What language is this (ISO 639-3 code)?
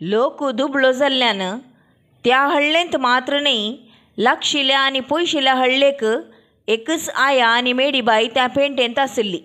kok